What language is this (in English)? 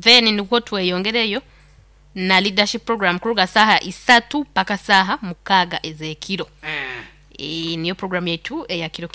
Nyoro